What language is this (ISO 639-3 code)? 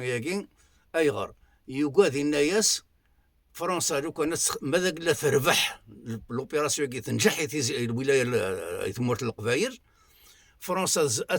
kab